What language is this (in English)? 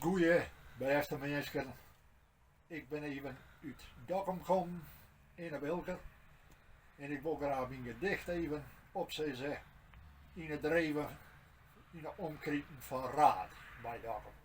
Western Frisian